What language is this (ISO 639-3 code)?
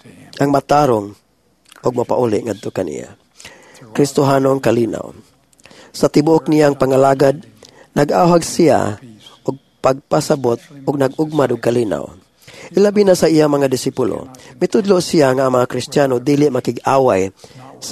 ceb